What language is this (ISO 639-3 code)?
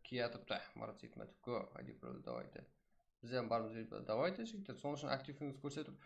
kaa